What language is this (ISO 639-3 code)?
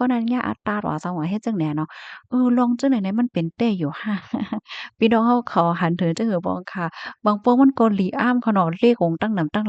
shn